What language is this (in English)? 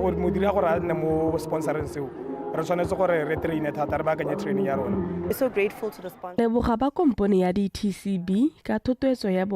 Tswana